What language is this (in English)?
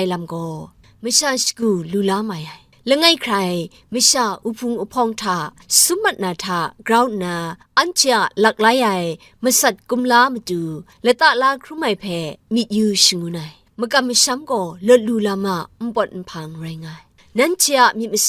Kachin